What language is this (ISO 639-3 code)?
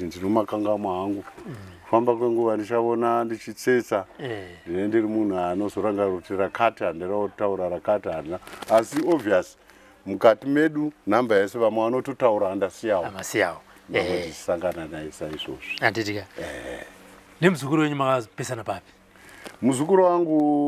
sna